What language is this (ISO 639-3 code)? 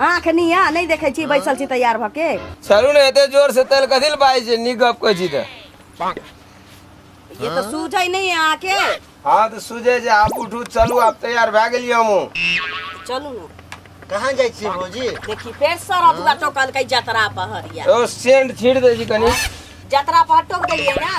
mai